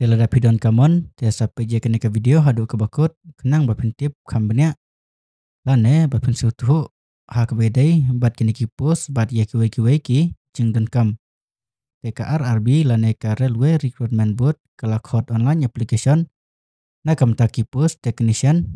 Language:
Khasi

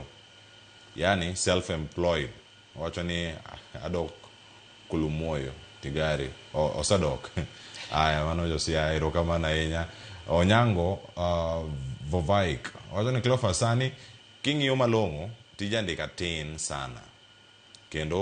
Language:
Luo (Kenya and Tanzania)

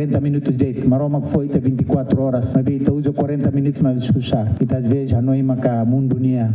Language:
Tetum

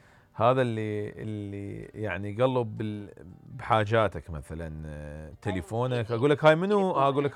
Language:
Mesopotamian Arabic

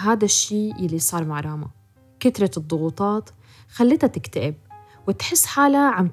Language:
North Levantine Arabic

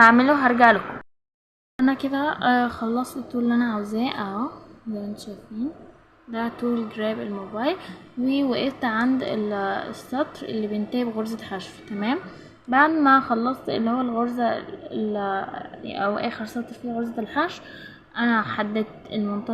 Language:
Egyptian Arabic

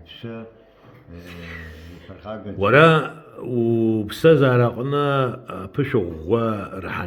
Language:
Abkhazian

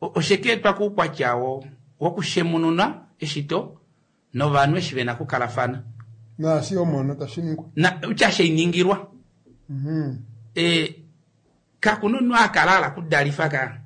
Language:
Kuanyama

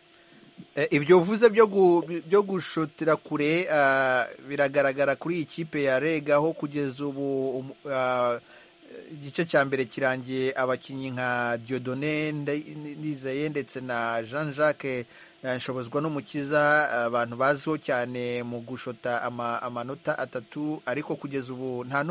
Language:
Kinyarwanda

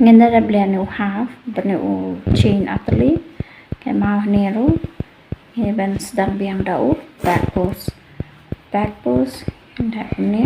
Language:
Khasi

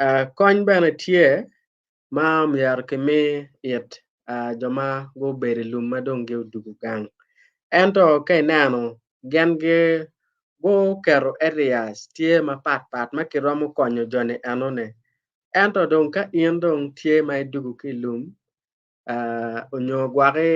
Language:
Acoli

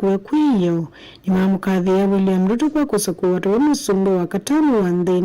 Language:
Kamba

